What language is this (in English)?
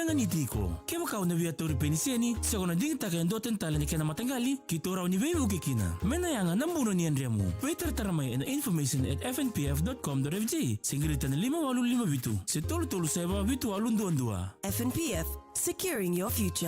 Fijian